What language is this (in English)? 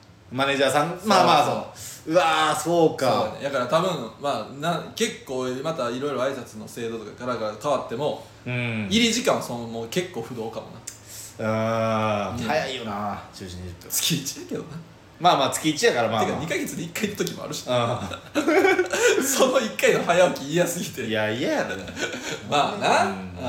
Japanese